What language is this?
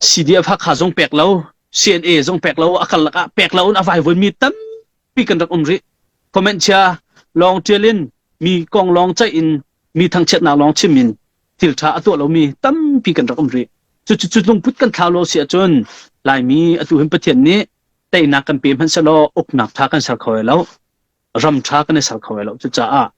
Hakha Chin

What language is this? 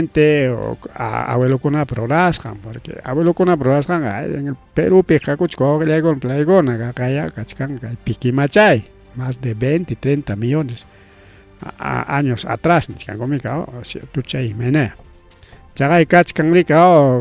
Ayacucho Quechua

